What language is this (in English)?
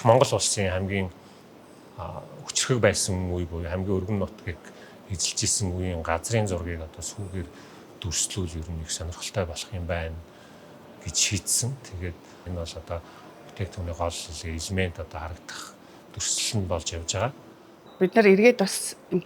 Mongolian